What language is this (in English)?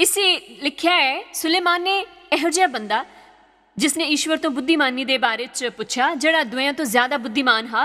Dogri